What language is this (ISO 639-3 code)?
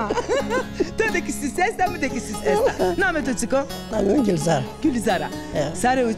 zza